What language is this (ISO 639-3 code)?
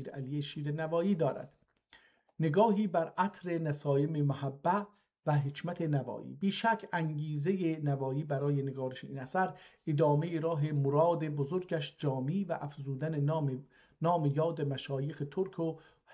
azb